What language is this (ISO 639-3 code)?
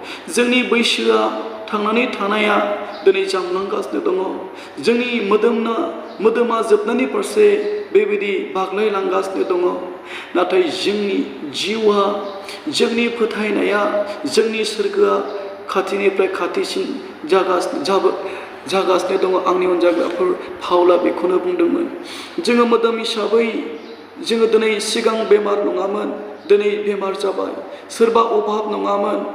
brx